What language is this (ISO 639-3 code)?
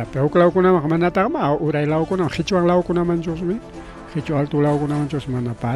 quy